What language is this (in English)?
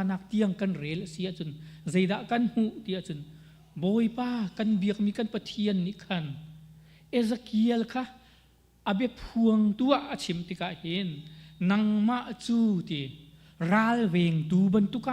Hakha Chin